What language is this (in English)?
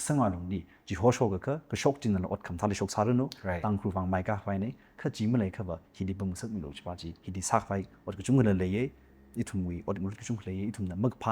Tangkhul Naga (India)